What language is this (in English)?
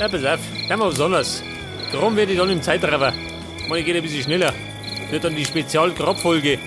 Bavarian